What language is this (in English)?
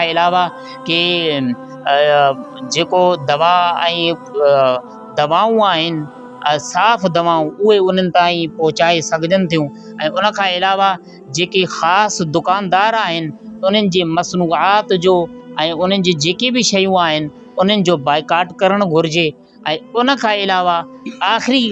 Sindhi